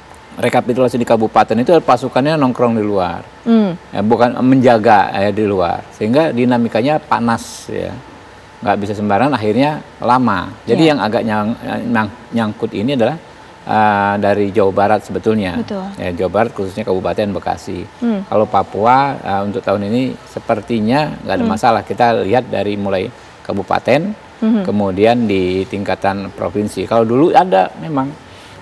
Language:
Indonesian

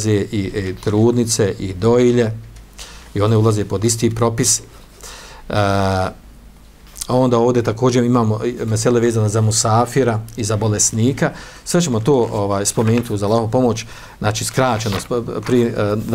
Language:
Bosnian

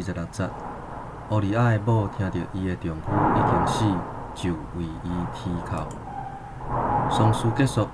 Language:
Min Nan Chinese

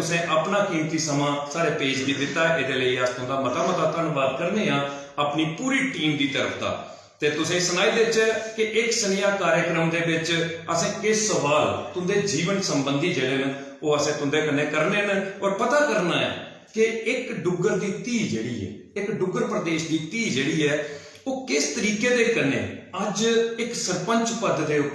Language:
Dogri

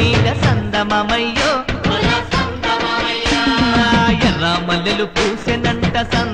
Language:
Telugu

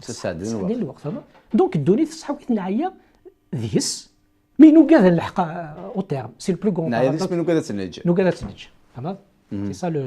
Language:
Kabyle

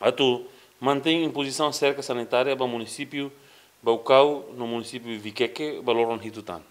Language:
Tetum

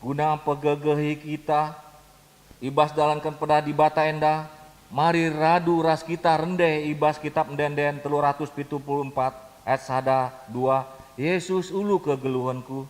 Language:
Batak Karo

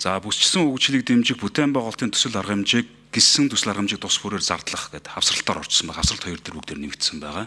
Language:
Mongolian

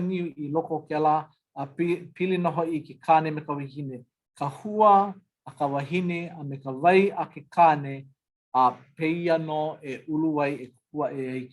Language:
Hawaiian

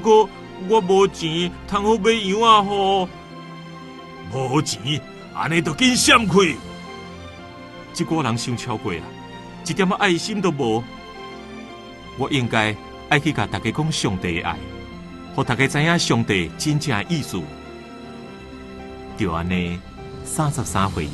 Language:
Min Nan Chinese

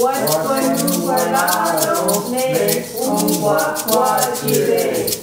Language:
Mohawk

